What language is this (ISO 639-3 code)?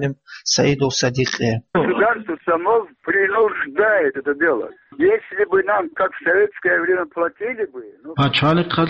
ava